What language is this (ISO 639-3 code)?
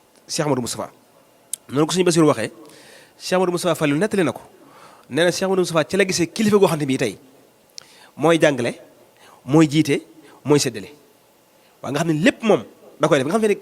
wol